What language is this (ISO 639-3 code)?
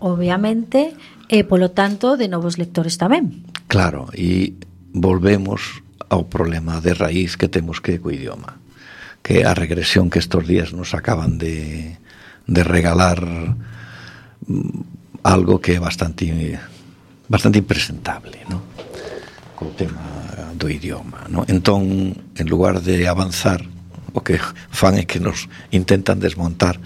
glg